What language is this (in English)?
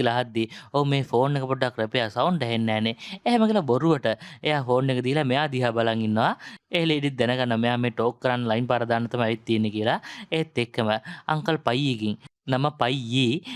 Sinhala